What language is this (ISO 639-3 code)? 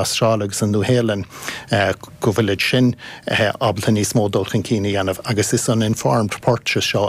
gle